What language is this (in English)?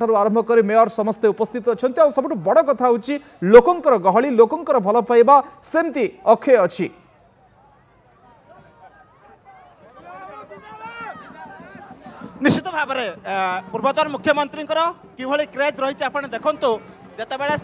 Odia